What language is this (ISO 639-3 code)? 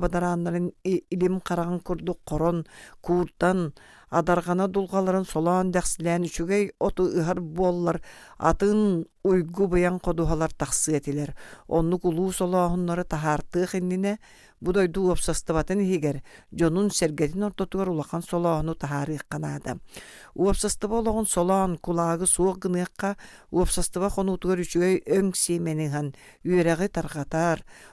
sah